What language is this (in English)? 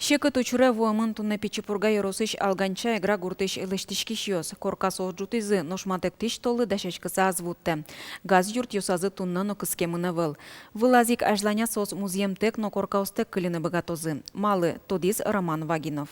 Udmurt